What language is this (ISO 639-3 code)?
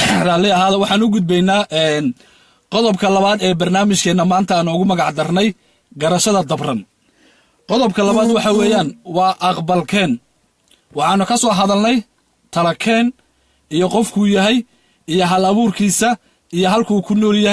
som